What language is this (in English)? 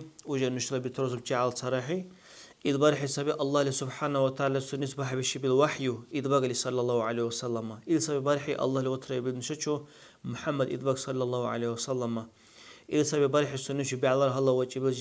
Dargwa